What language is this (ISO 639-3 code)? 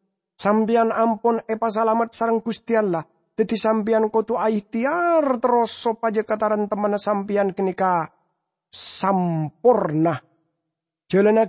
mad